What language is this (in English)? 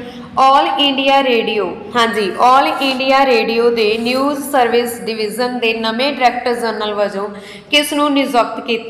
Punjabi